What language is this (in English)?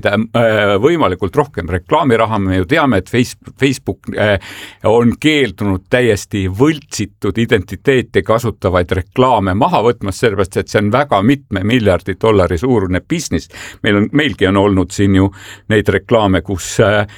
Estonian